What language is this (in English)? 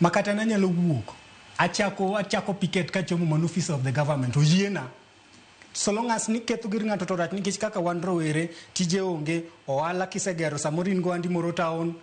Luo (Kenya and Tanzania)